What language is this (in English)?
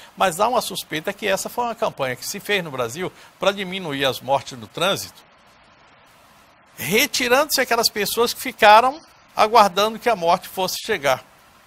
Portuguese